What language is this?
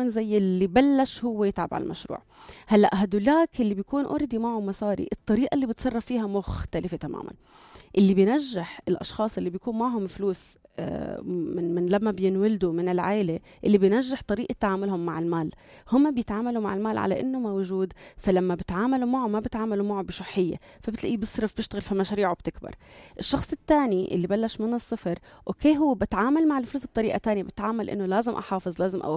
North Levantine Arabic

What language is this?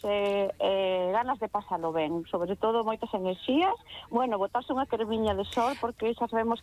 Galician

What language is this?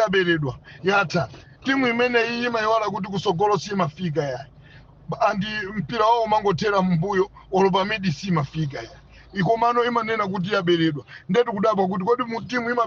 Nyanja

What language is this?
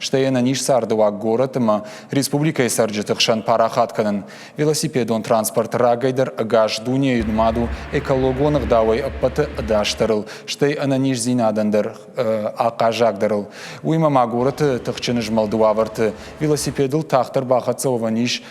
Ossetic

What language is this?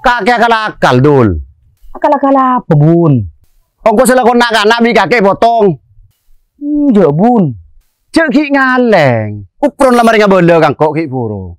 Madurese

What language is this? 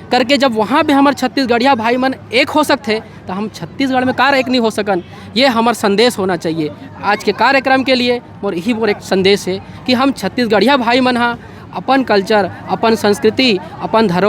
Chhattisgarhi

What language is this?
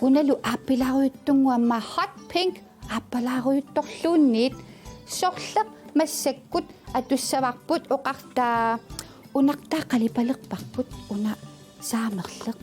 Kalaallisut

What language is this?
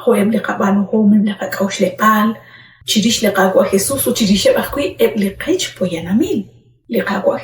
Kekchí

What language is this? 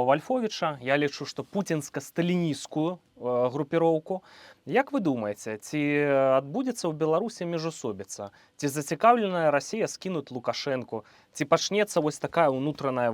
Belarusian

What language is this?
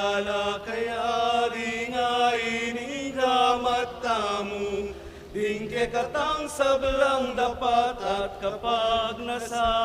Pampanga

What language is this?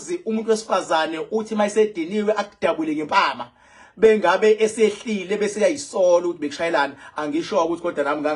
Zulu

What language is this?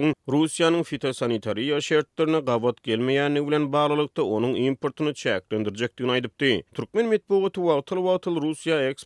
Turkmen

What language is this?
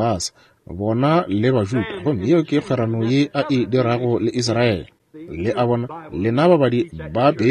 Northern Sotho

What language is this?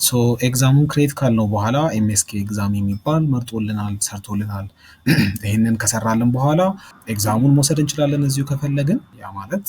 Amharic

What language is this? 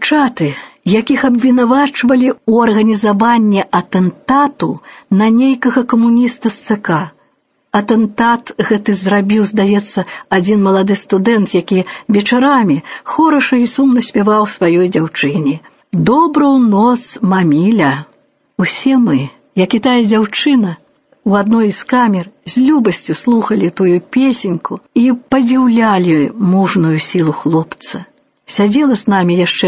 Belarusian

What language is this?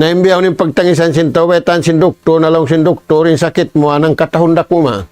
Tausug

